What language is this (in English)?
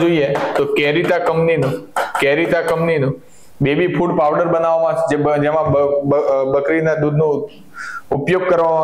Gujarati